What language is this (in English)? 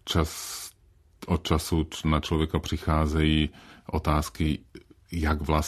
Czech